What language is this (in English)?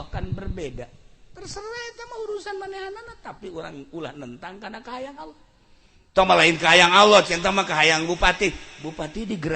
Sundanese